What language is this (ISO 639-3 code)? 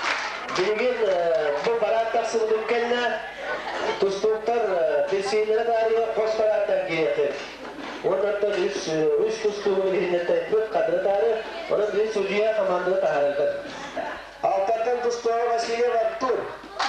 sah